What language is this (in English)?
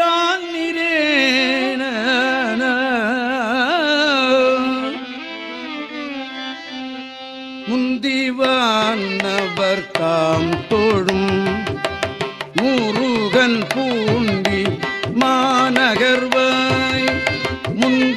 Tamil